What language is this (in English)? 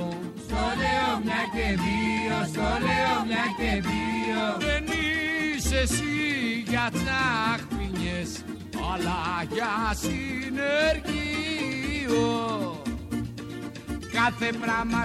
Greek